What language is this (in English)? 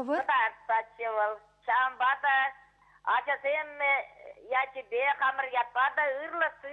Chuvash